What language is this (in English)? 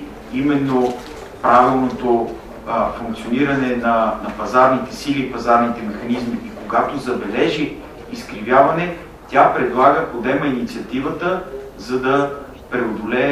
Bulgarian